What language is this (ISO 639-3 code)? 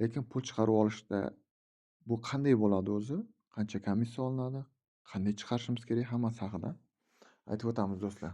uzb